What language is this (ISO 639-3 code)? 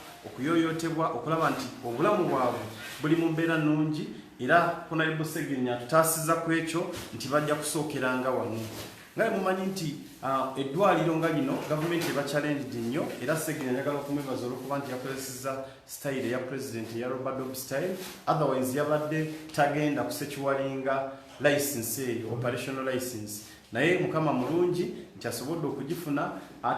lug